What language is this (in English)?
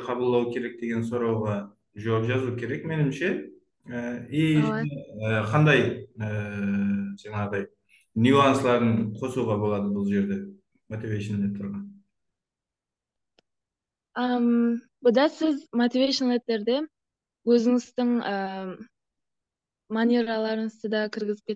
Kara-Kalpak